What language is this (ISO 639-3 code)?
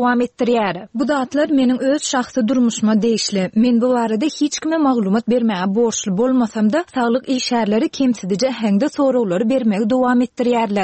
tuk